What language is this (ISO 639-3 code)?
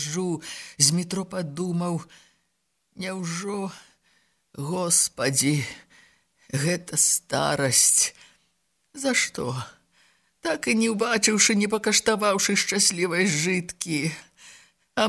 bel